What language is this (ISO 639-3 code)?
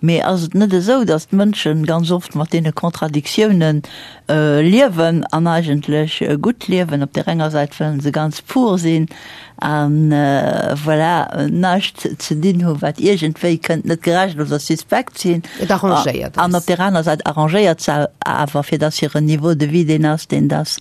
ltz